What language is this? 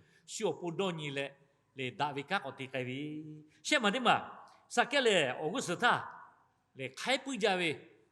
Lahu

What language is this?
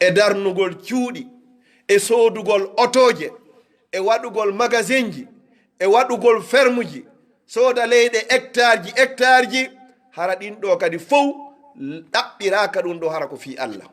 Pular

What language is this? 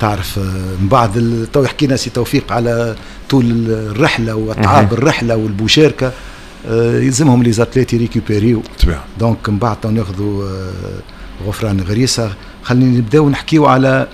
Tunisian Arabic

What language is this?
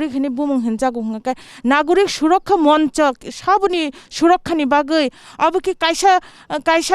Kok Borok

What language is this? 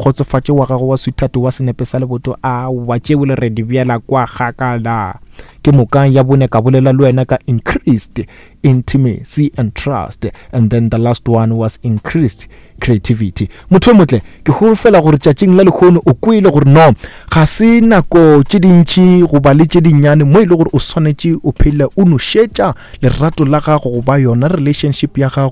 Northern Sotho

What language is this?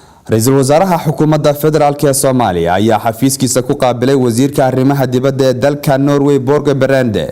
Somali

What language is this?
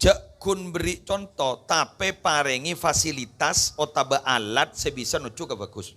Madurese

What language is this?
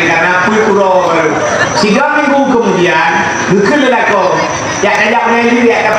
Achinese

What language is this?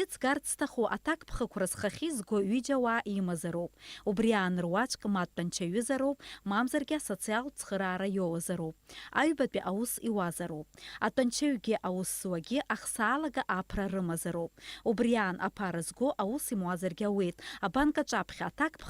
Abkhazian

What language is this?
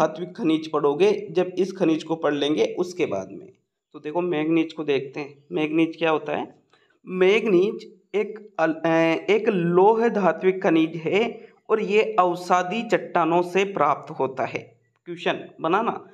Hindi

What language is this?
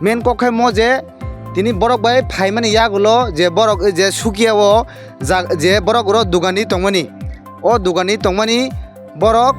Kok Borok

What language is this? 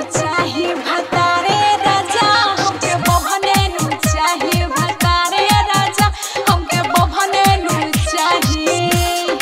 Bhojpuri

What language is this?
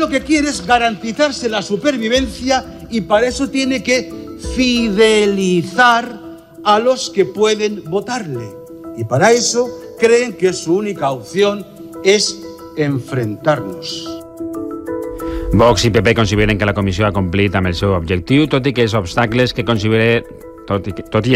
Catalan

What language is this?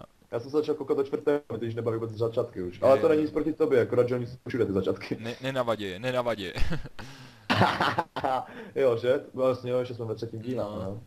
Czech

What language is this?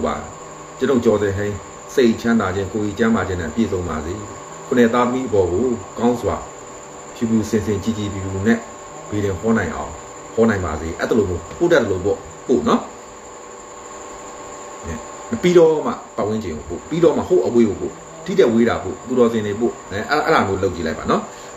Burmese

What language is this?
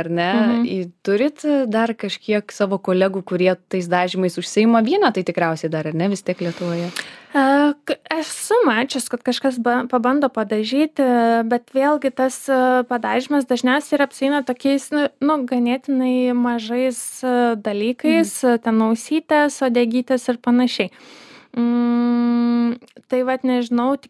Lithuanian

